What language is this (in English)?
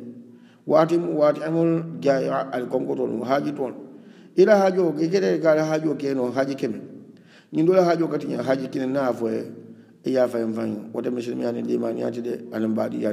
Hausa